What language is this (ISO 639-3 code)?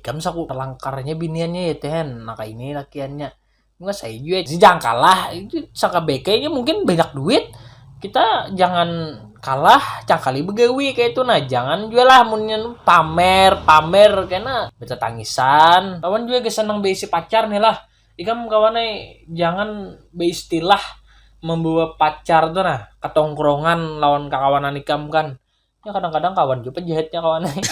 bjn